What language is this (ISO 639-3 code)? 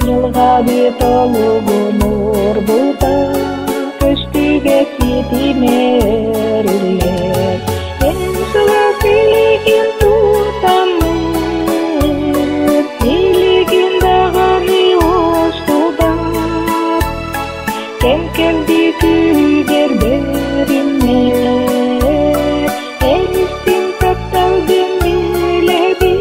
sah